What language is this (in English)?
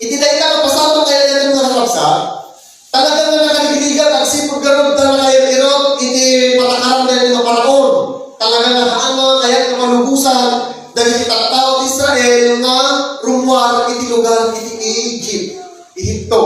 Iloko